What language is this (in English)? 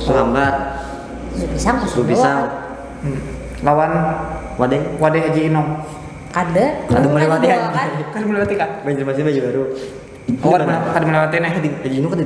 Banjar